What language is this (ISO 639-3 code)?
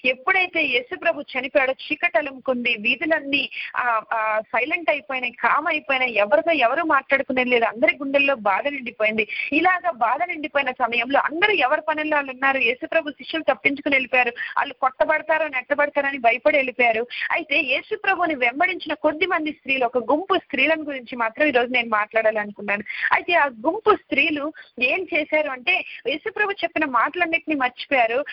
tel